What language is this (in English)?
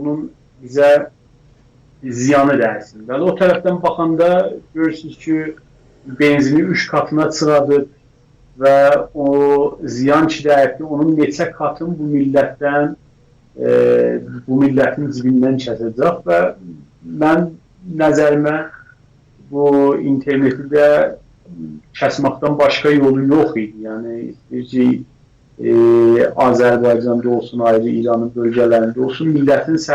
South Azerbaijani